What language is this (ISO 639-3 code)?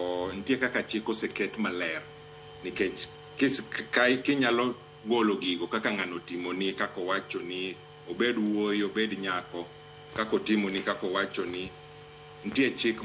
luo